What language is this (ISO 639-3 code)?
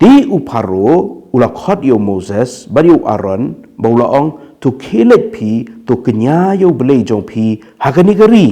kha